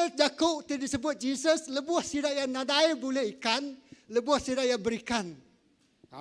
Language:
Iban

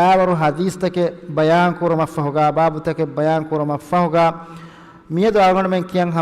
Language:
Divehi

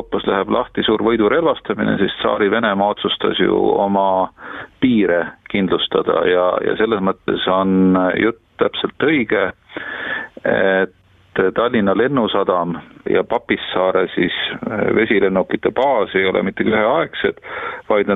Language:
Estonian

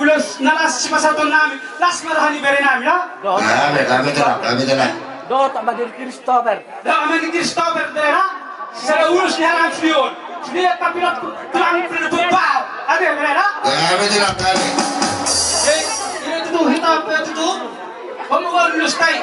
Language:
Batak Toba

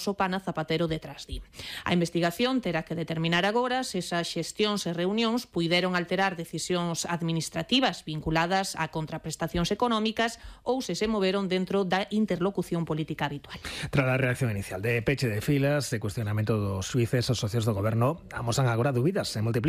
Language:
Galician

